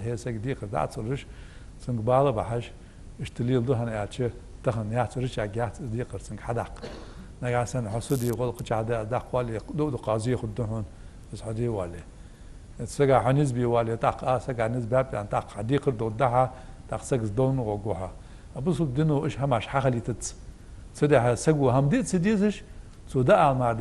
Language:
Ingush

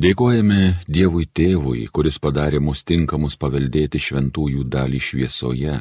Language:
Lithuanian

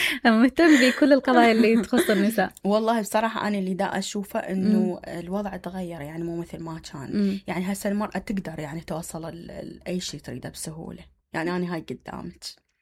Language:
Mesopotamian Arabic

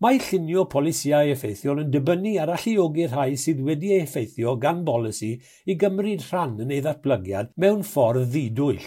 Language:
Welsh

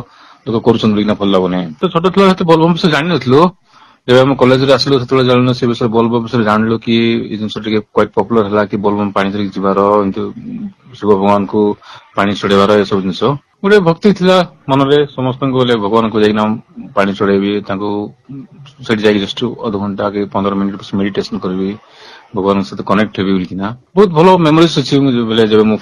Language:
Odia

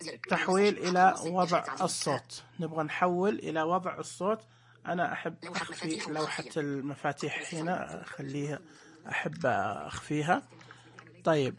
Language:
Najdi Arabic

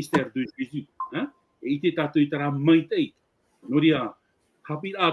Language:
Tahitian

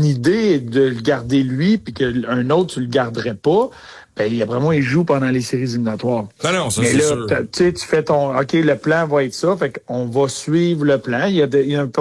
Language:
French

